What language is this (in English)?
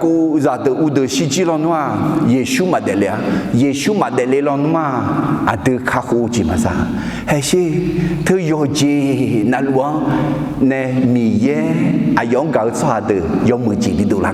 Akha